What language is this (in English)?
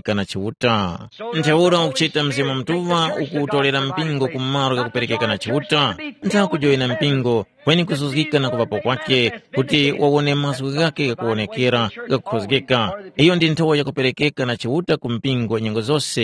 Tumbuka